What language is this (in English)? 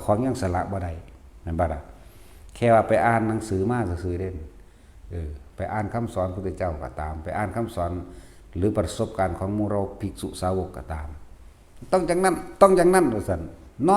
Lao